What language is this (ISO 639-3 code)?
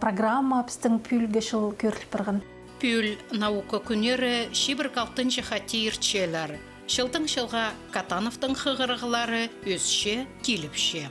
kjh